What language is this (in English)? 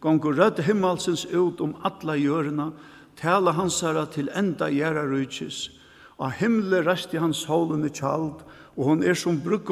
Faroese